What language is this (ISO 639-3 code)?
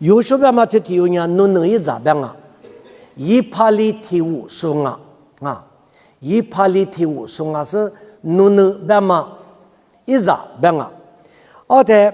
lis